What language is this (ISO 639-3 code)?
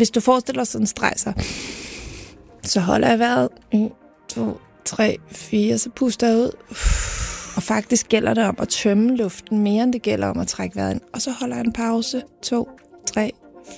dan